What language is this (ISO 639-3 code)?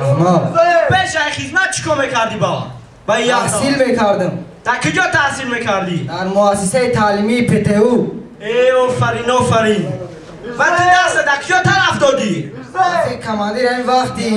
tgk